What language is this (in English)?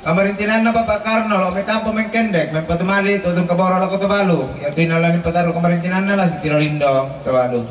Toraja-Sa'dan